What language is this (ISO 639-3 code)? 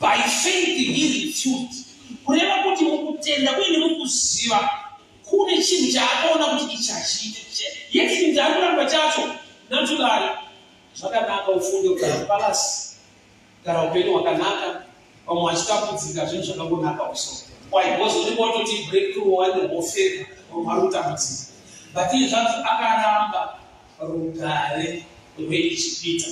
sna